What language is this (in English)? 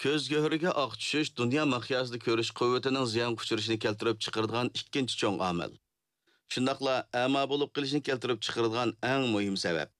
Uyghur